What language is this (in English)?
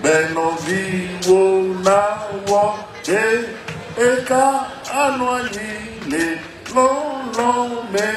Ewe